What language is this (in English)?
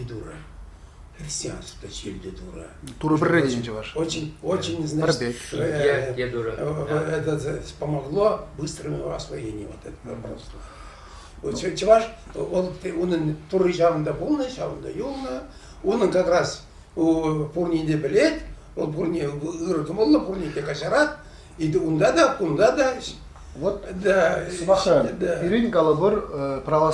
Chuvash